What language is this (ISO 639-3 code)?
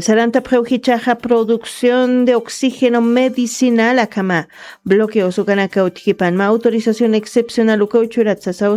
aym